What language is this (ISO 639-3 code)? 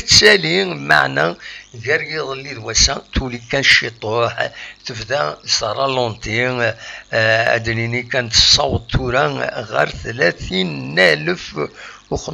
kab